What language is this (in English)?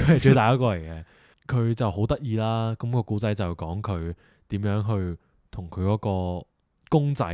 Cantonese